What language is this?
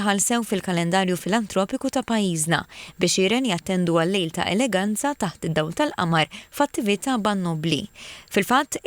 Maltese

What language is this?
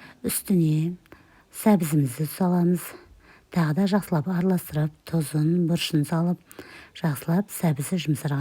Kazakh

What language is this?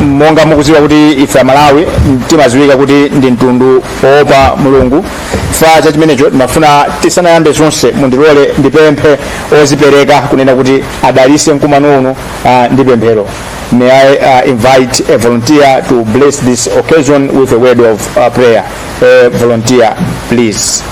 Nyanja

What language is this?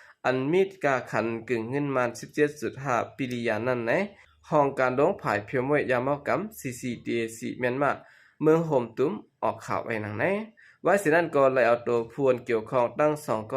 Shan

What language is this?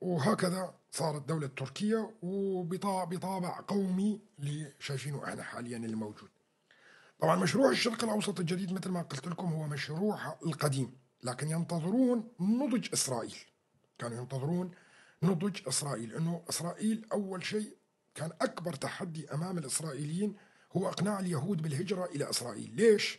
North Levantine Arabic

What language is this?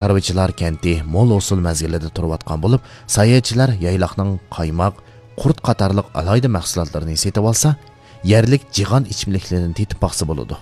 Uyghur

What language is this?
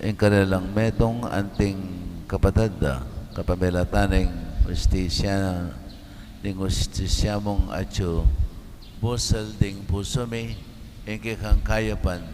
Pampanga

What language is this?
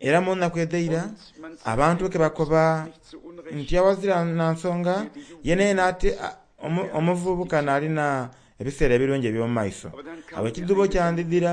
Soga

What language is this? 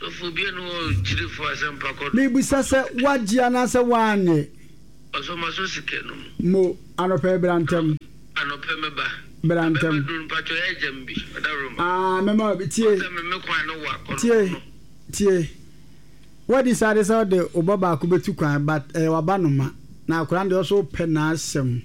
Akan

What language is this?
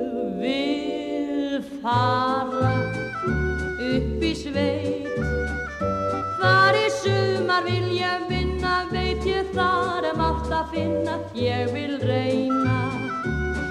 Icelandic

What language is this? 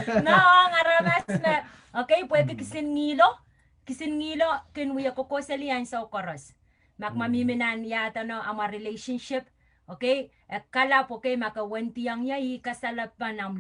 Pohnpeian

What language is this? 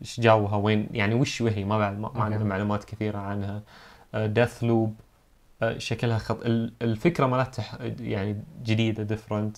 Najdi Arabic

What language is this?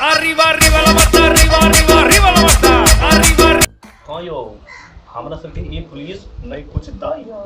Maithili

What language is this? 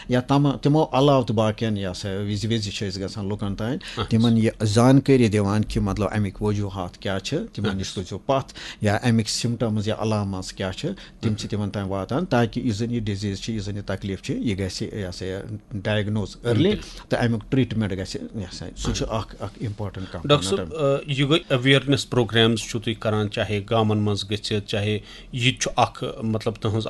Kashmiri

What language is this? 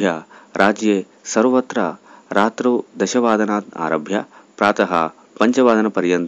Sanskrit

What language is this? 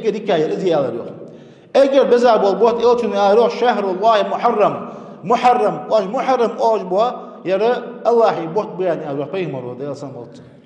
Ingush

